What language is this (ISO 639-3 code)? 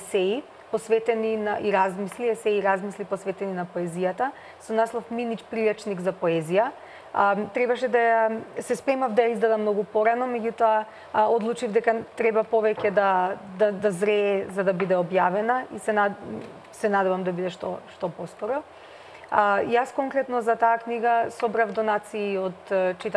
mkd